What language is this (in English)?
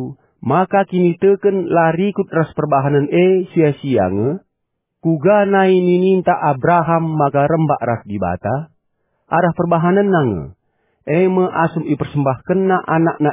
Batak Karo